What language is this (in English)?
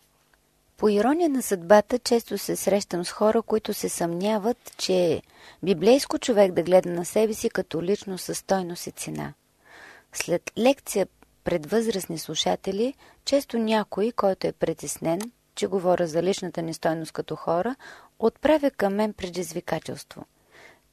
Bulgarian